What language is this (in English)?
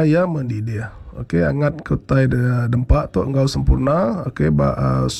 Iban